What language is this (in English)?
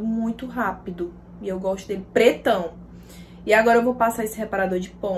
Portuguese